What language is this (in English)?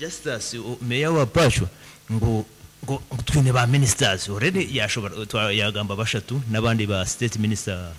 Nyankole